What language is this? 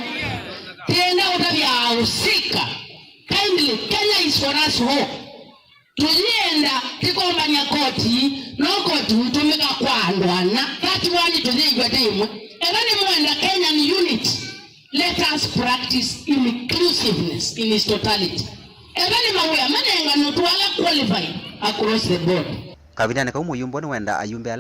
Kamba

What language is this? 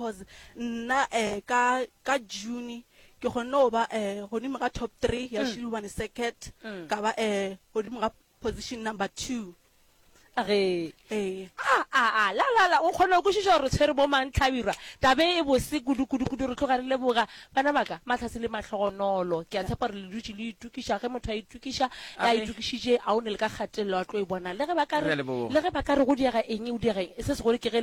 Northern Sotho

